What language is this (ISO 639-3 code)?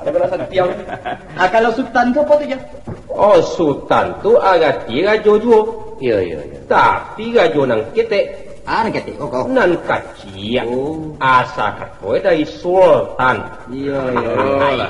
min